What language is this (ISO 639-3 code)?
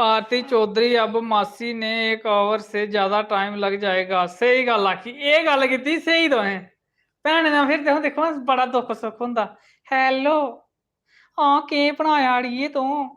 doi